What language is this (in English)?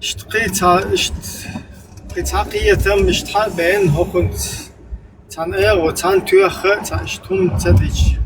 Chechen